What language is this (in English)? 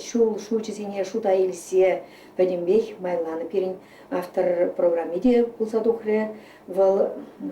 Chuvash